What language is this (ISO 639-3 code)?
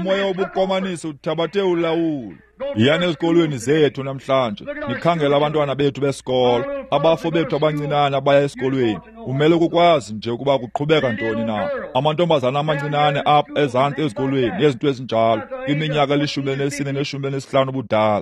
xho